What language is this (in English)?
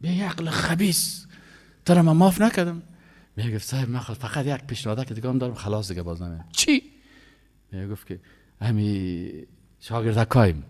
Persian